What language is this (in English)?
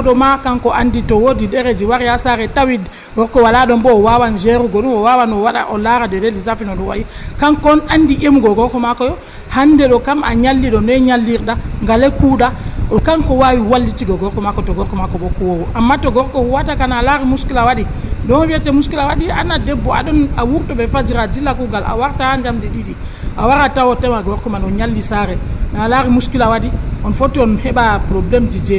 Nigerian Fulfulde